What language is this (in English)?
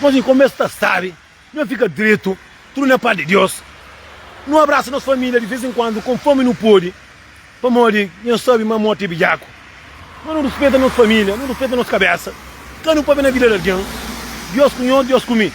Kabuverdianu